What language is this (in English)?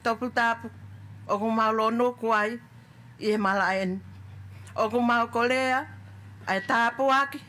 Tongan